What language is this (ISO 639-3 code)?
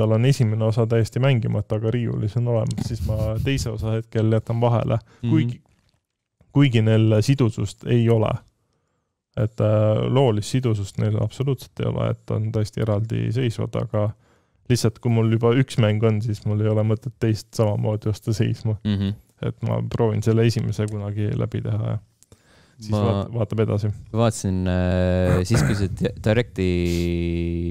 est